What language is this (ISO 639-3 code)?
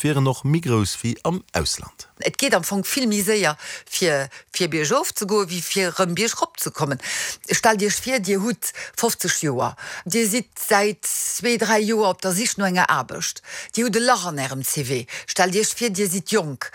ltz